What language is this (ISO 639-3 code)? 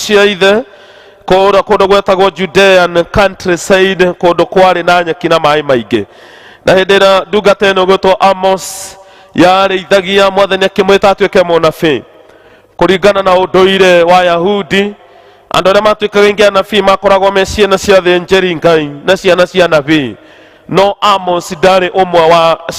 kik